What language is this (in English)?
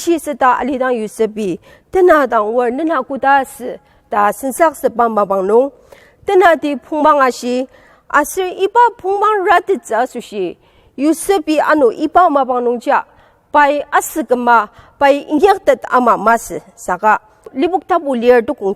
Ao Naga